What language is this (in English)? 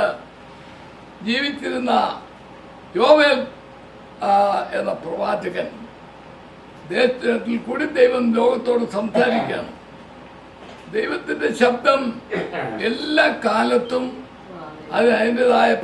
Malayalam